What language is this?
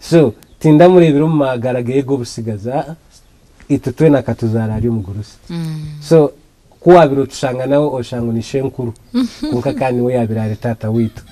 Nyankole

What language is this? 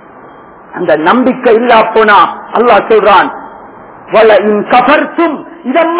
Tamil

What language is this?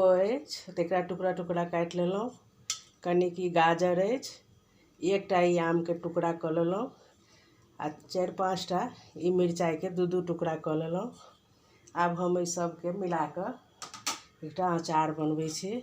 Maithili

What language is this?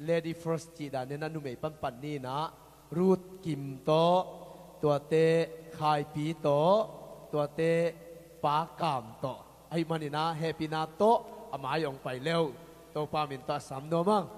Tedim Chin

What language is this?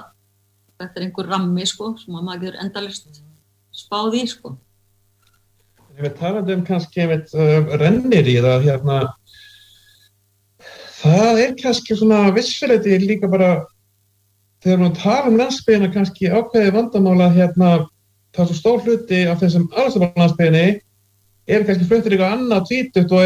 Icelandic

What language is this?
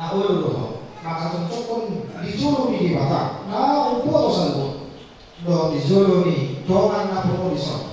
Batak Toba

